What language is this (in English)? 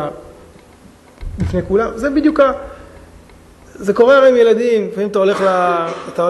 Hebrew